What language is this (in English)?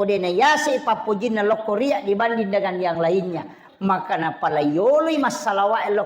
Buginese